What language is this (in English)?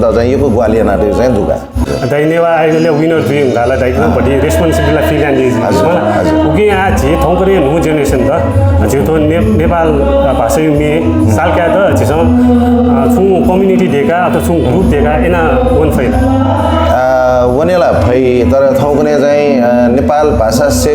Newari